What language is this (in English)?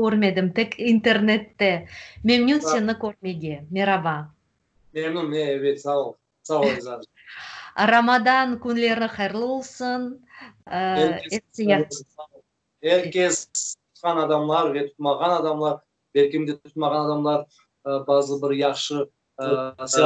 Crimean Tatar